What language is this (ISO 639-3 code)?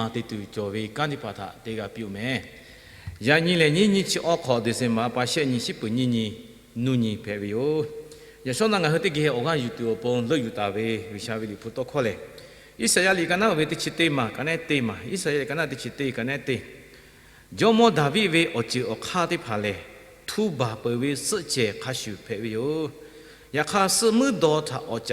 lhu